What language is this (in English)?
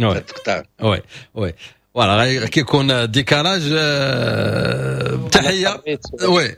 Moroccan Arabic